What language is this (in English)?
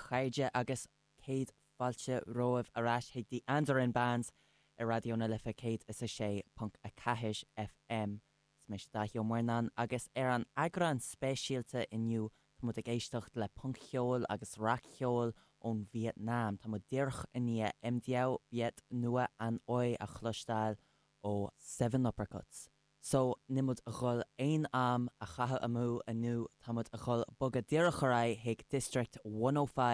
Irish